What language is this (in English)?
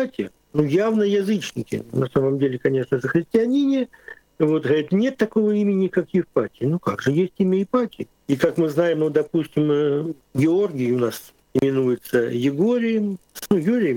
Russian